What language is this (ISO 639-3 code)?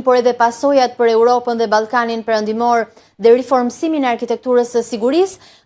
sqi